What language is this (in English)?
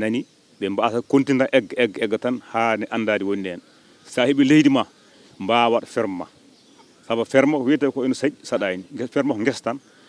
Fula